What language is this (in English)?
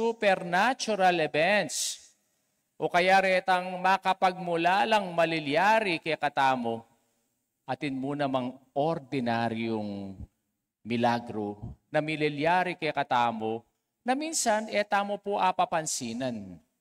Pampanga